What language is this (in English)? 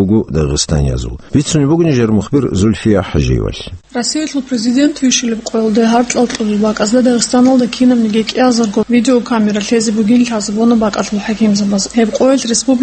Avaric